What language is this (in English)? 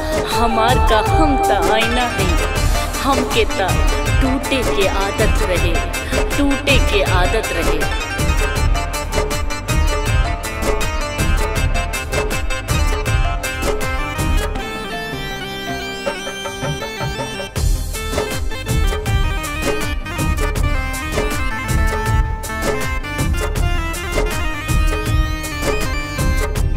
Bhojpuri